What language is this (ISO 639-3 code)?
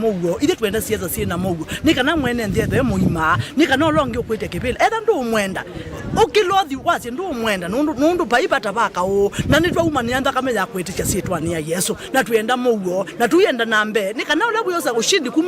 kam